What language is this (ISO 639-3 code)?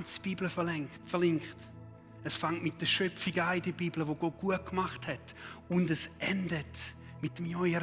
gsw